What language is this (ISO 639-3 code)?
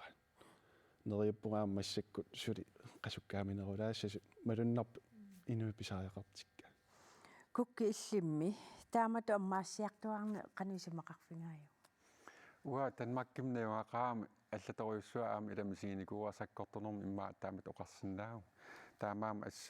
kal